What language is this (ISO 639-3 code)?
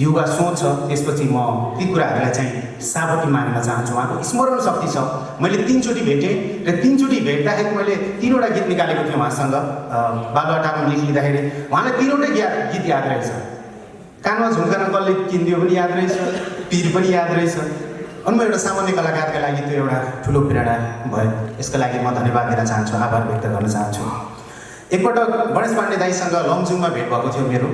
nep